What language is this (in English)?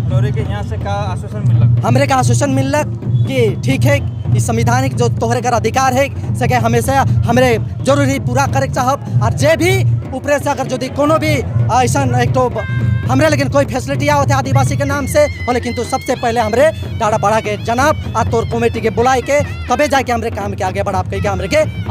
Sadri